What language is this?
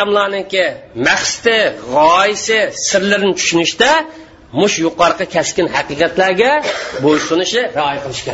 Uyghur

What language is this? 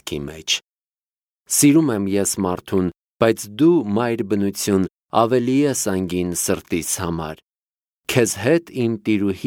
Armenian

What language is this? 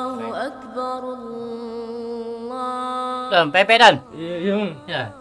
Musi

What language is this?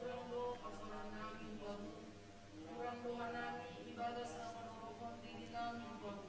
Batak Simalungun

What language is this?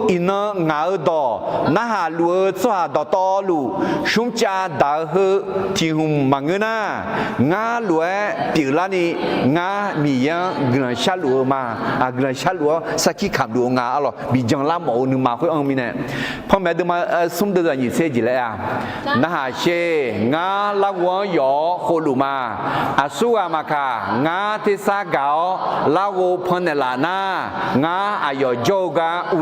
Akha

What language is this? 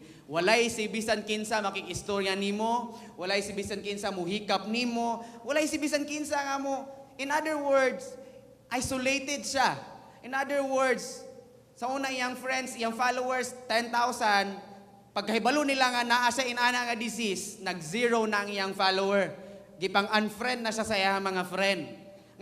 Cebuano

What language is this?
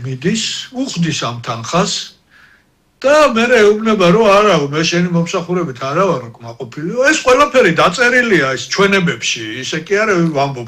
Georgian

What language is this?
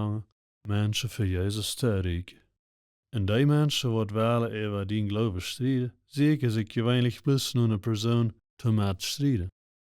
Plautdietsch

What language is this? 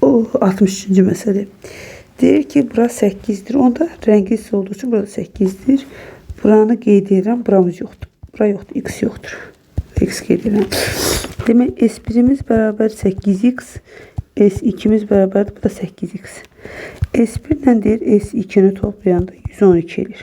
Azerbaijani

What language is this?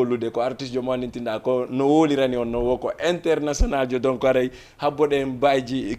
Fula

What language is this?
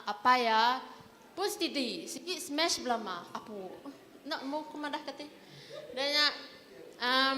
Iban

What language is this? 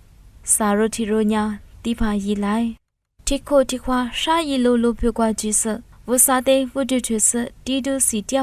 Lisu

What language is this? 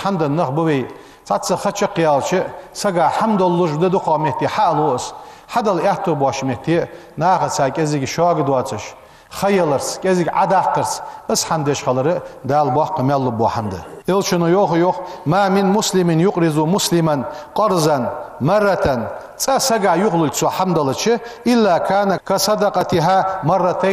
Ingush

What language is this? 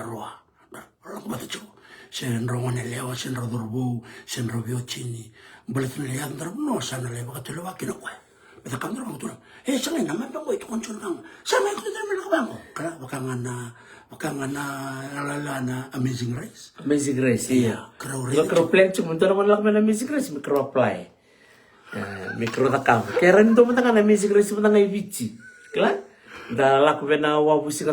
Fijian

